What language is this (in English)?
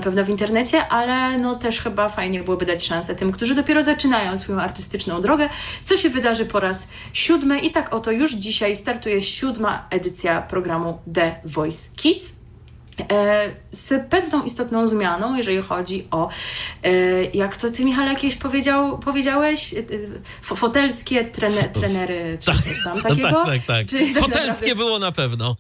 Polish